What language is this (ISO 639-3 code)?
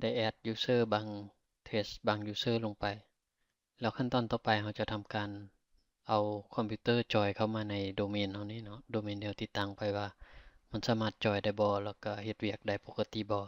lao